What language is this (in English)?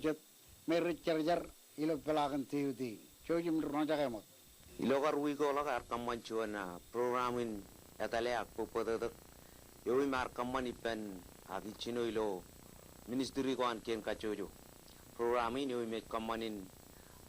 Marshallese